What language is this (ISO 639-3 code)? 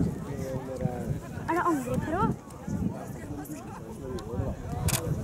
nor